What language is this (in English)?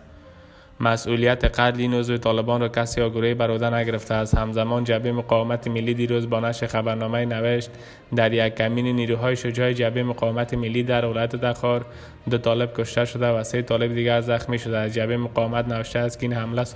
Persian